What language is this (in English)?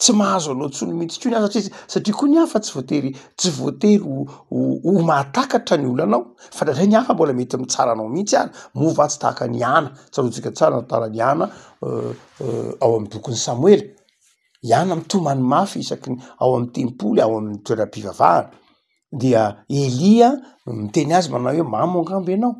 Malagasy